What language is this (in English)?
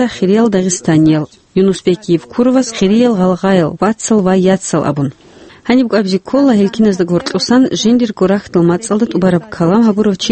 Avaric